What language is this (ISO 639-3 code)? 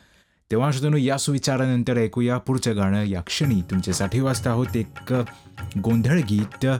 mar